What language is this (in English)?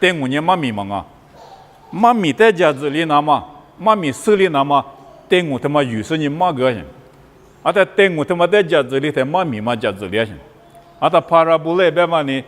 Lisu